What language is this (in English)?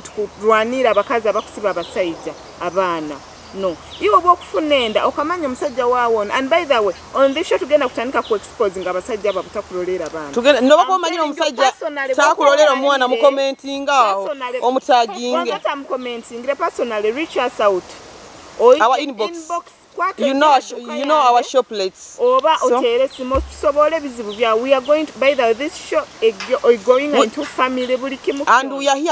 Nyoro